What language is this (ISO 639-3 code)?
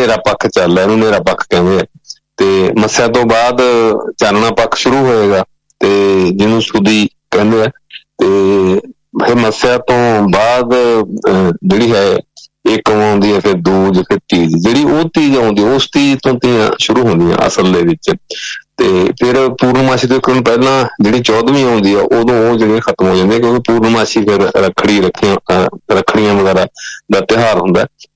pan